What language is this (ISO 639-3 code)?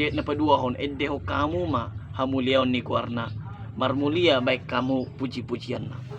bbc